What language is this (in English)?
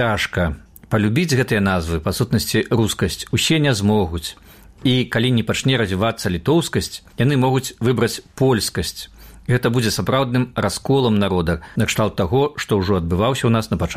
Belarusian